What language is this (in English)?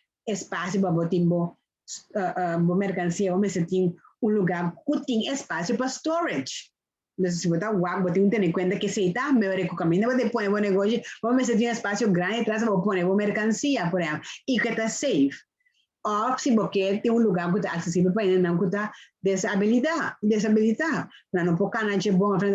Papiamento